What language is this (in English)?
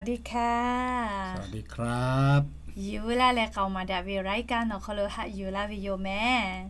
Lahu